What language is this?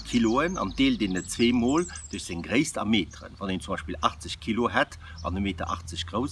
Luxembourgish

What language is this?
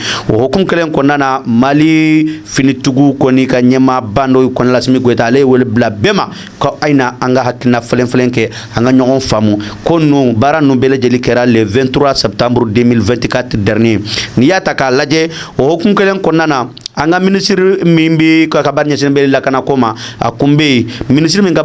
Bambara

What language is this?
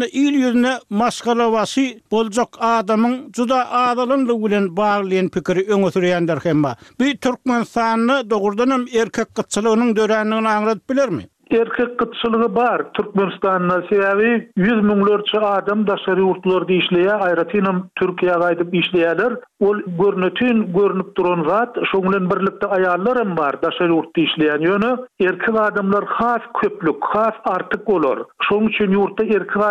Turkmen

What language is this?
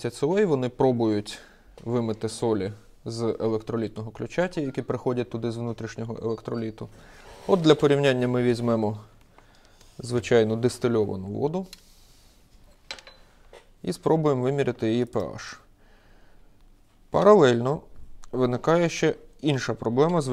Ukrainian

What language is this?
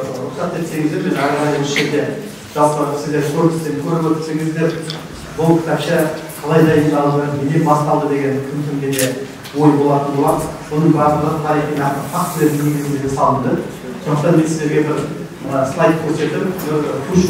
Kazakh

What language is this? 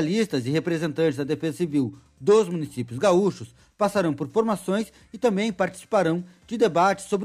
Portuguese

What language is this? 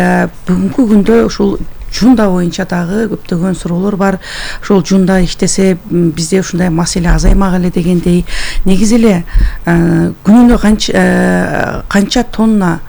Kyrgyz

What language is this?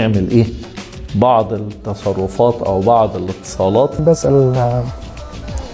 Egyptian Arabic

